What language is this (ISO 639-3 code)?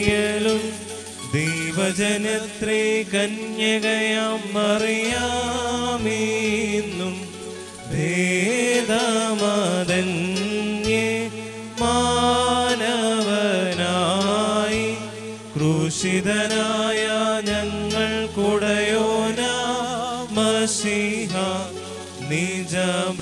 mal